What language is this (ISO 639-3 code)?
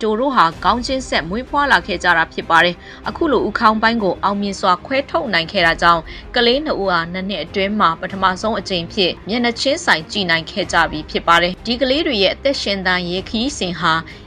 mya